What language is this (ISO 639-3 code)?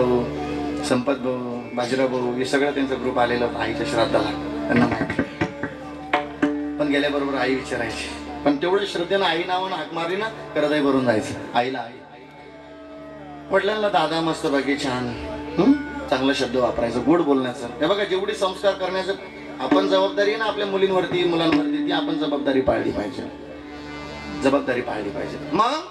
mar